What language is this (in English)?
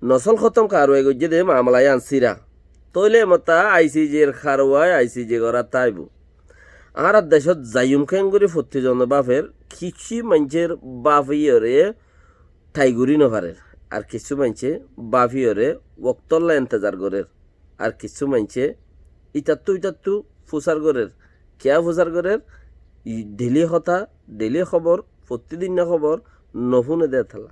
Rohingya